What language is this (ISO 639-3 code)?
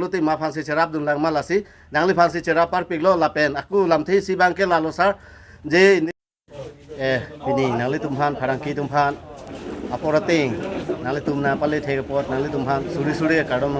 mjw